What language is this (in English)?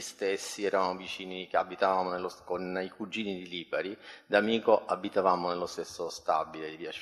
Italian